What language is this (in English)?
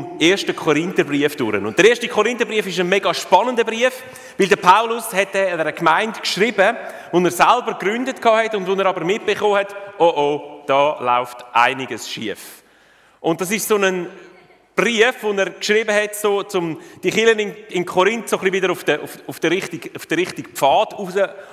Swiss German